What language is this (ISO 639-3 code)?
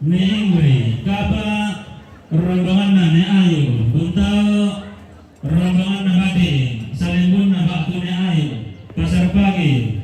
sda